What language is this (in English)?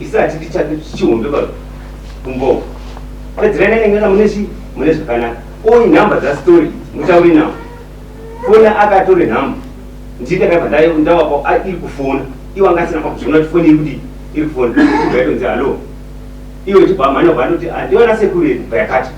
Shona